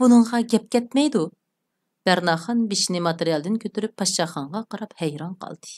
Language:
Uyghur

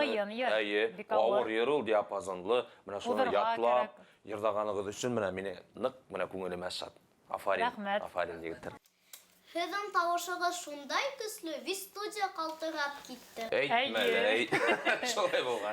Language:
Bashkir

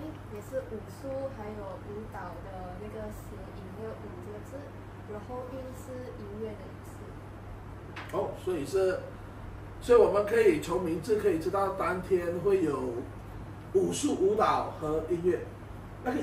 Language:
Chinese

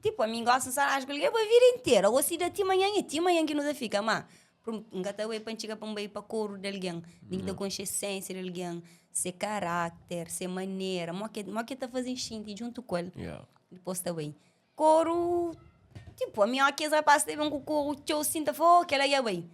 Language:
Kabuverdianu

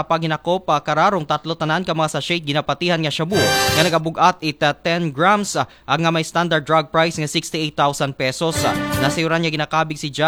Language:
Aklanon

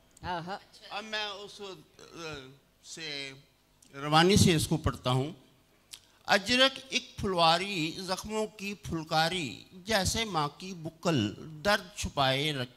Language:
Hindi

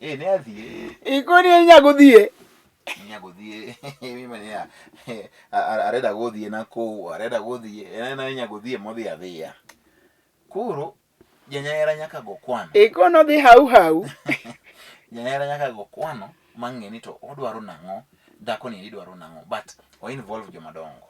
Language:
Luo (Kenya and Tanzania)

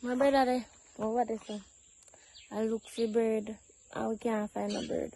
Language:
Jamaican Creole English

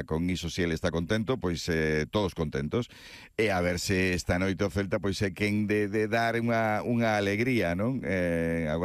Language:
Galician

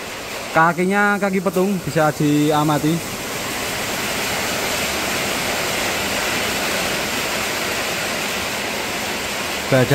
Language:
Indonesian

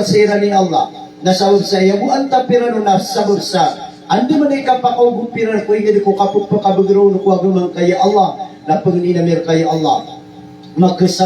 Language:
Maranao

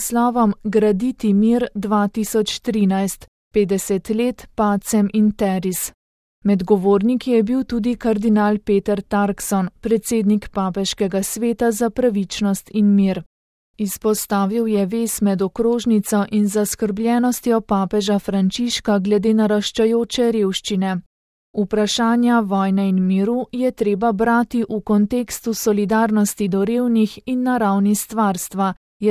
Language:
Slovenian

